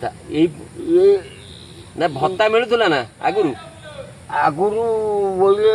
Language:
Odia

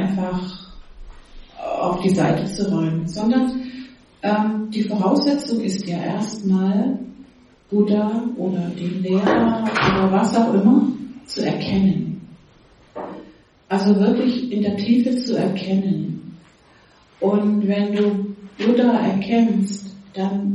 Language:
German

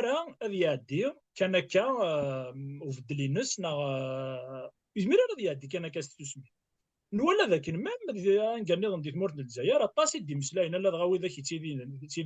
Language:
Kabyle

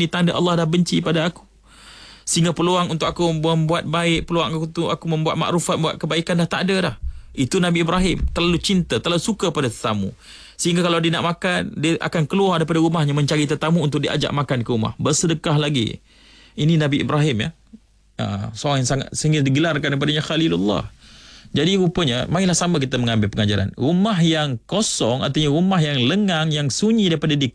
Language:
Malay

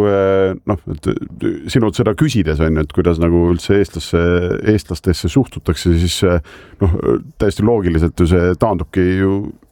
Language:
Estonian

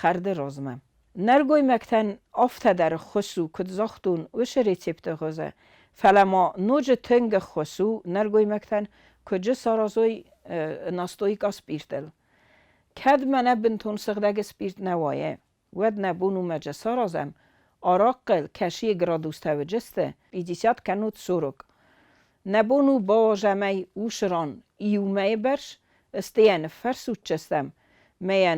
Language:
Ossetic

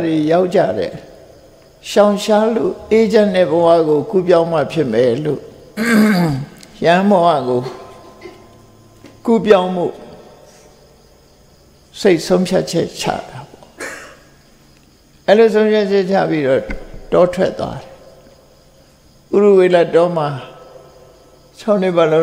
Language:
Burmese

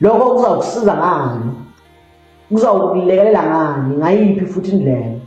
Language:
Zulu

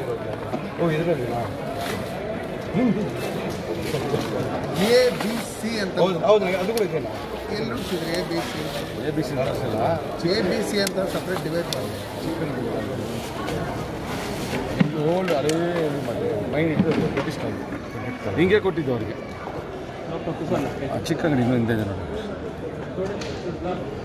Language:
Kannada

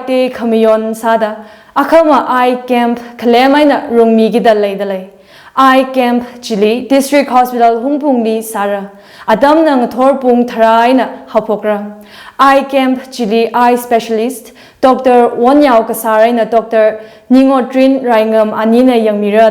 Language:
Tangkhul Naga (India)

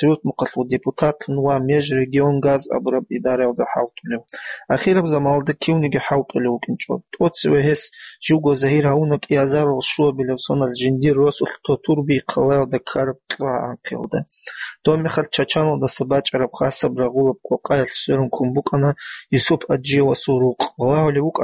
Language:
Avaric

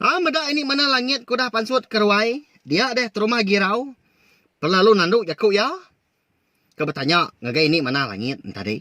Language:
Iban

